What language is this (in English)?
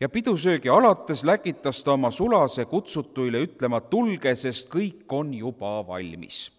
Estonian